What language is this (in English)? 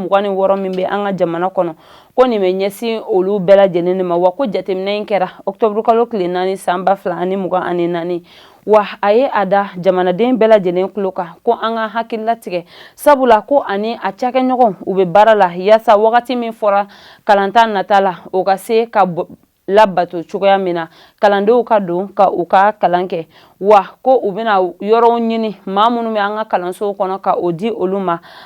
Bambara